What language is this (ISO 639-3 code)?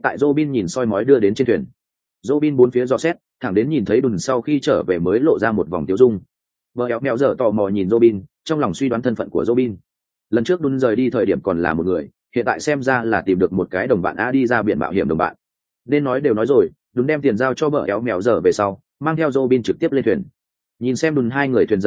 vie